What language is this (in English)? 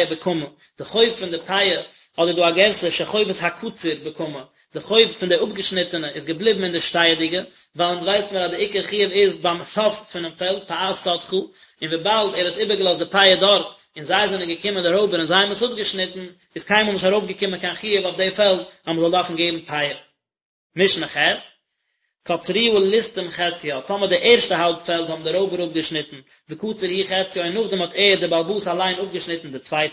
Yiddish